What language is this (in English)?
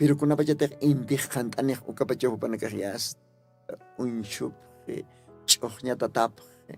Aymara